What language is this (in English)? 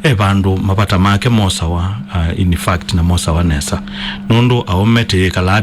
Kamba